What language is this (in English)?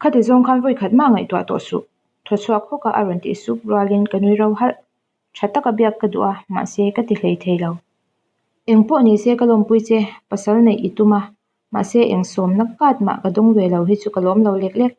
Mizo